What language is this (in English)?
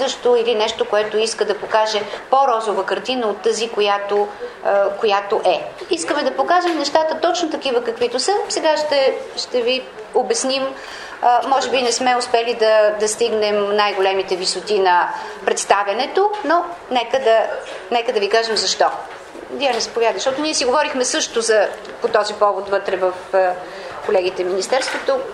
Bulgarian